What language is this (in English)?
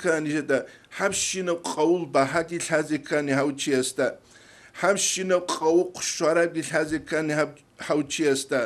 Avaric